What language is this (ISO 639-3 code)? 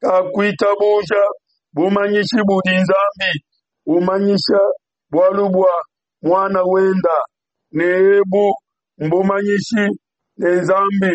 lua